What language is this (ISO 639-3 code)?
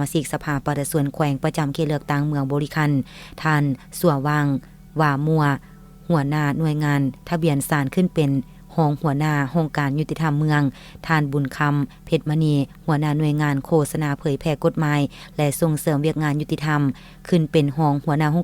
lao